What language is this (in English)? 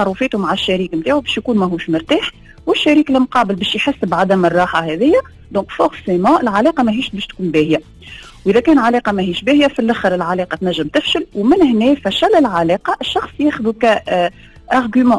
Tunisian Arabic